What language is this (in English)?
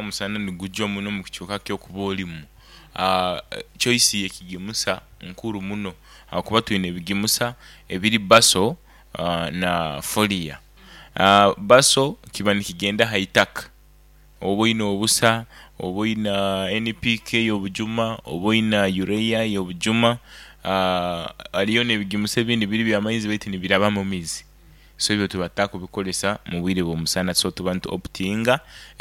Nyoro